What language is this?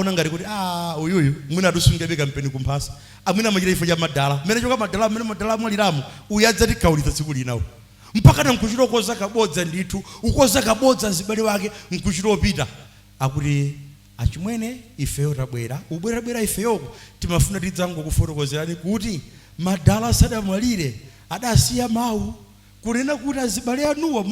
Nyanja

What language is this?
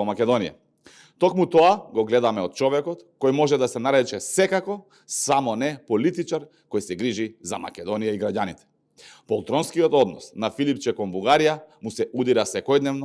Macedonian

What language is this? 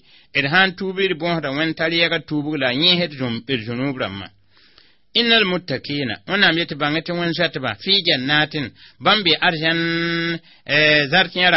Mossi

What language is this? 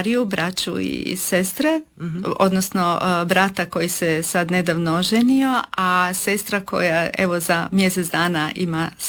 Croatian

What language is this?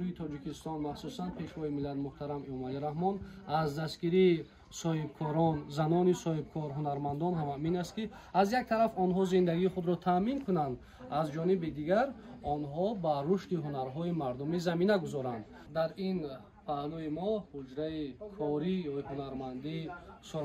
Tajik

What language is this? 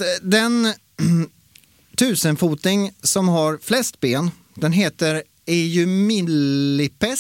Swedish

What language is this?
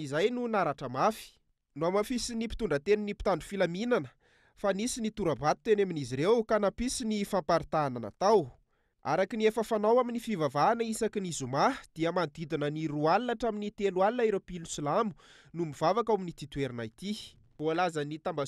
Malagasy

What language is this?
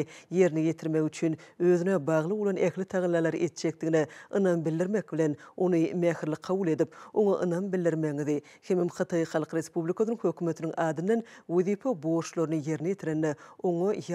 Turkmen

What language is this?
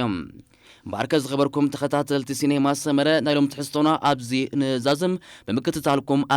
Tigrinya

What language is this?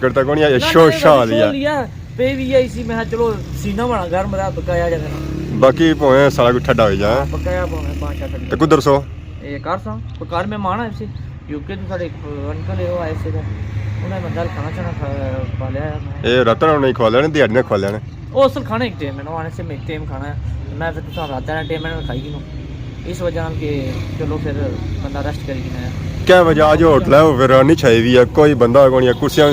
Pahari-Potwari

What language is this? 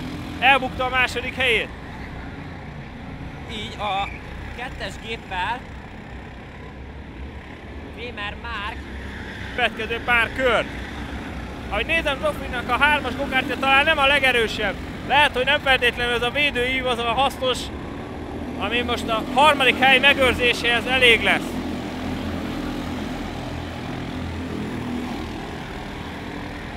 Hungarian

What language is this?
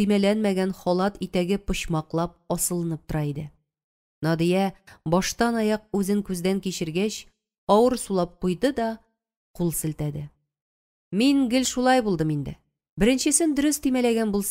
Tatar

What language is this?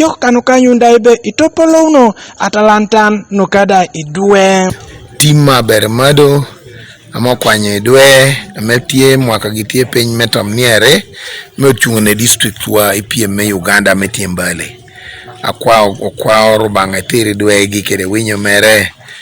Teso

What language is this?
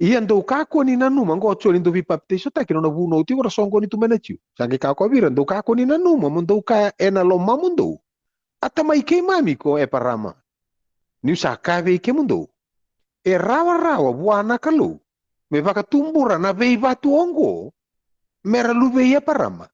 Fijian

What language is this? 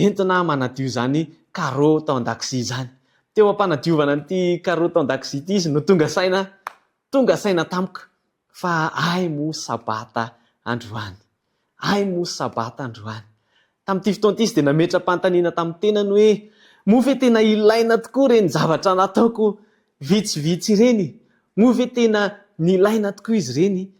Malagasy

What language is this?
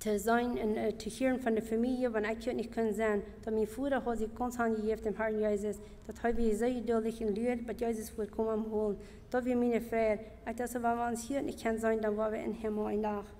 Plautdietsch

